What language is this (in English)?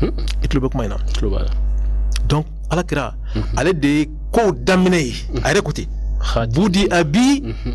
Bambara